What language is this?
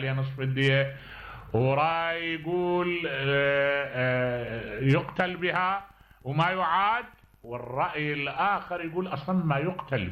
Mesopotamian Arabic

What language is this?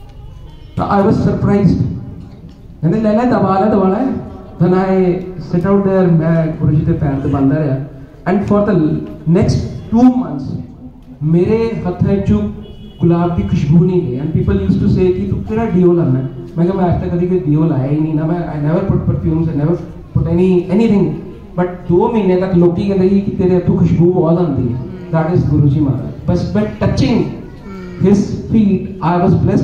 Punjabi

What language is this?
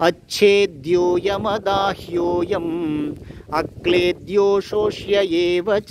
Sanskrit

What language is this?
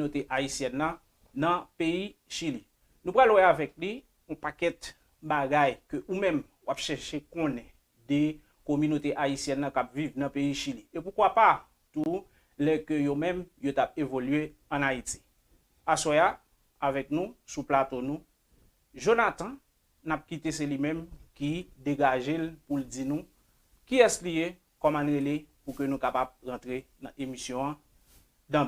Haitian Creole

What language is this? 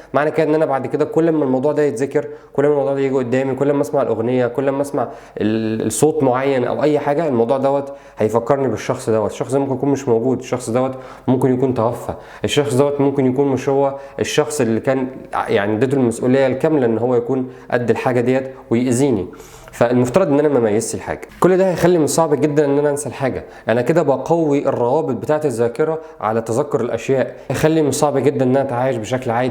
Egyptian Arabic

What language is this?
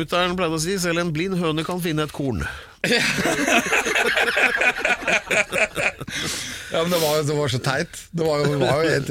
Norwegian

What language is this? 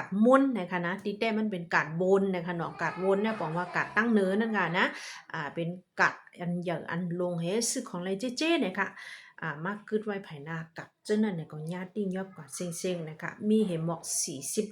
Shan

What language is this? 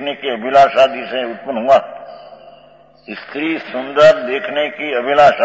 Hindi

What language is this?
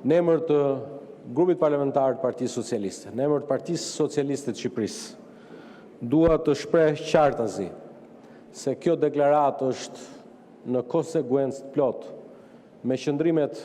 Albanian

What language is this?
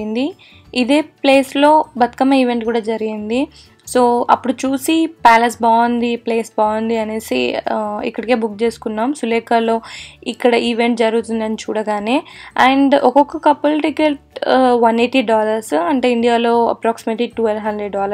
Telugu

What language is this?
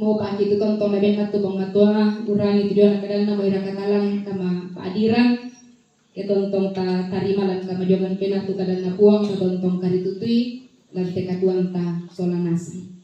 Toraja-Sa'dan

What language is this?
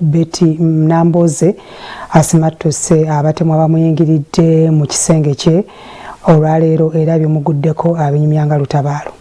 Ganda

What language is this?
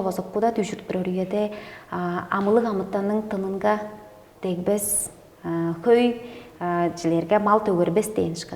Tuvinian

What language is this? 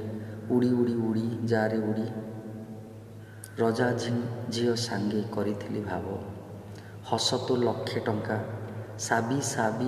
Odia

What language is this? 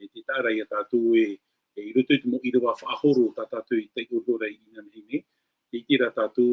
Tahitian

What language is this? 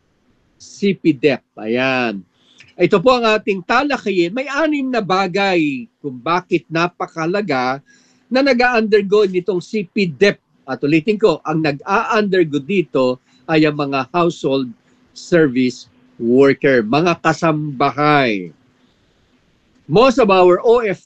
Filipino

